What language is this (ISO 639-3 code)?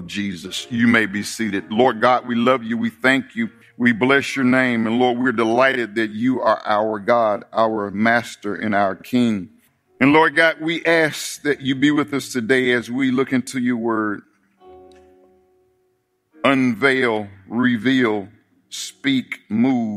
eng